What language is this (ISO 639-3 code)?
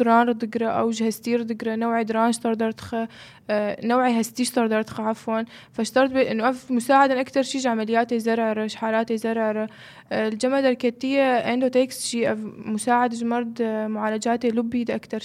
apc